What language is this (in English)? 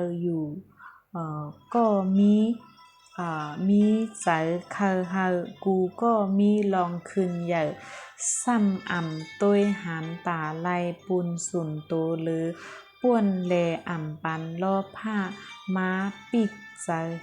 Shan